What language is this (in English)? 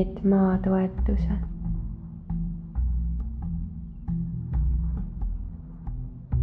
Estonian